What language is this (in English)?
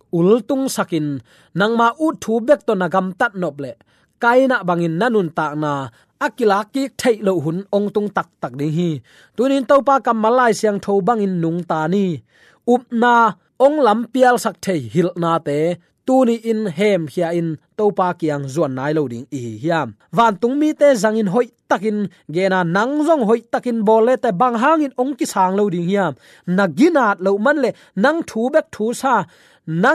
Tedim Chin